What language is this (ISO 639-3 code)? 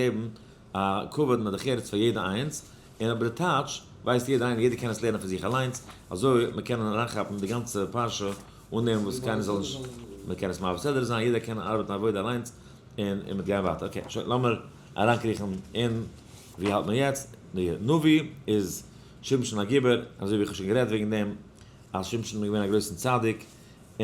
yid